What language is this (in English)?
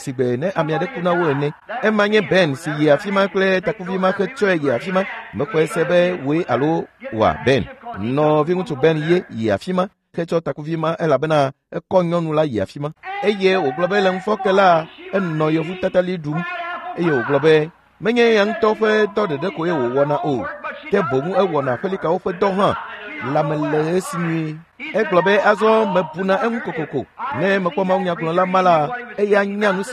Ewe